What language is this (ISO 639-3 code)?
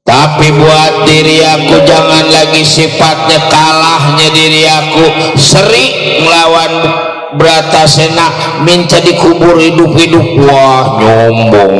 bew